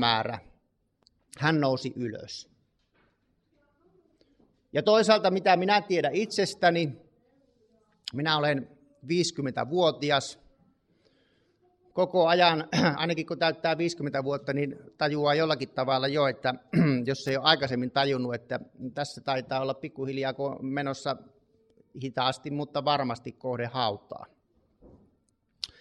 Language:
Finnish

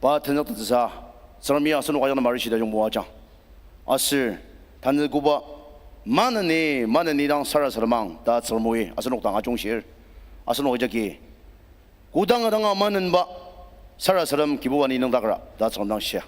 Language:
Ao Naga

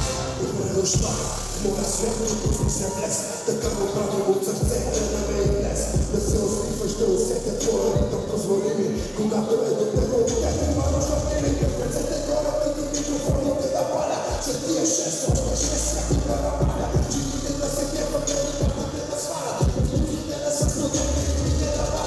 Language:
Bulgarian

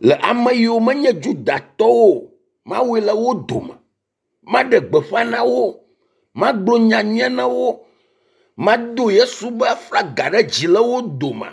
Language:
Ewe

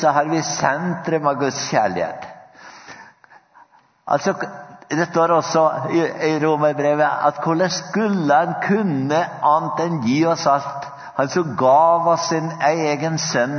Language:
Norwegian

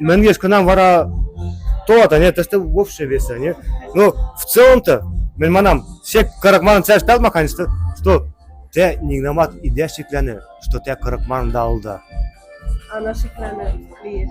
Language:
Western Mari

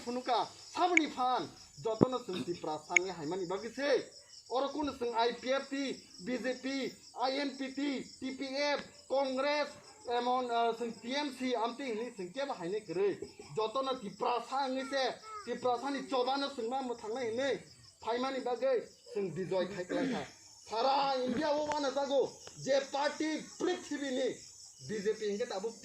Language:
Kok Borok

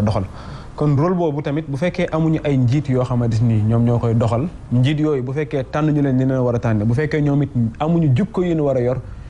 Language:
Wolof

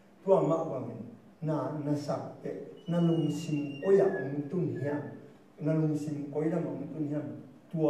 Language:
Tedim Chin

